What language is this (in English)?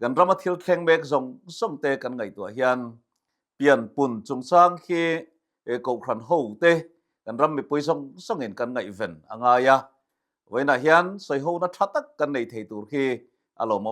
Mizo